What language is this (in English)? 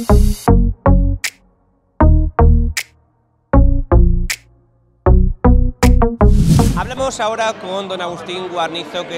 Spanish